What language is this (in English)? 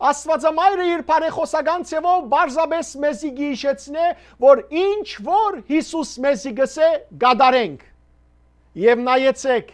Western Armenian